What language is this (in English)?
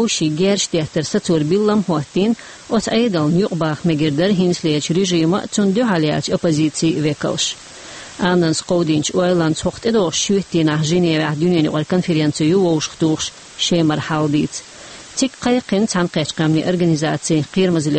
Chechen